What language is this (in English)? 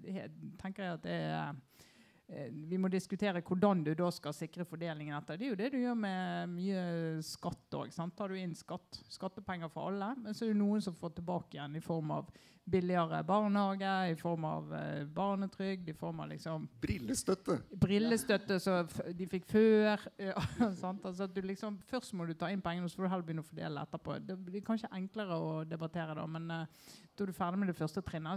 Norwegian